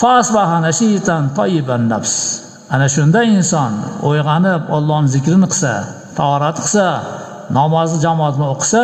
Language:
Uzbek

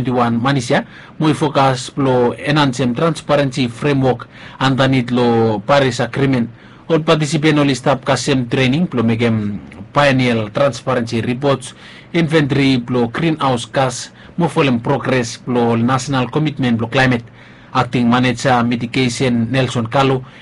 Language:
Bislama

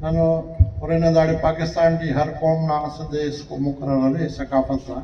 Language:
Brahui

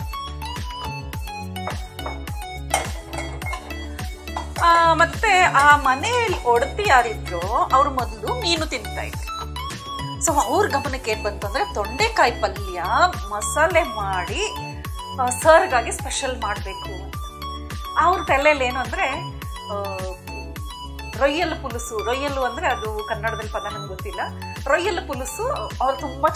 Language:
Kannada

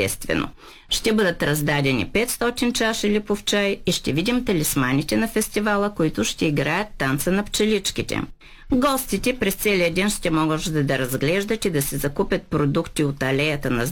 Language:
Bulgarian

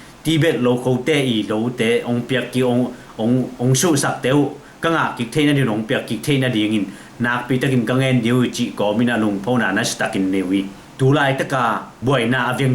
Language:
Tedim Chin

